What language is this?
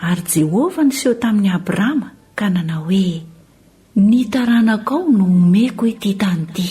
Malagasy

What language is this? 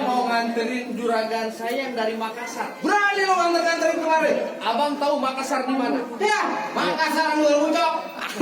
Betawi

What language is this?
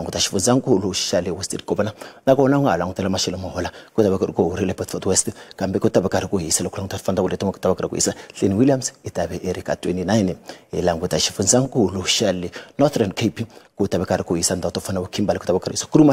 Tsonga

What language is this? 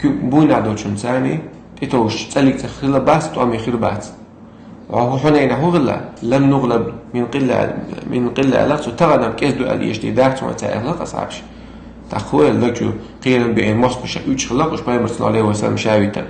Chechen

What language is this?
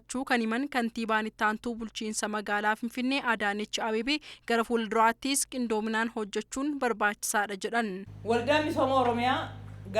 Oromo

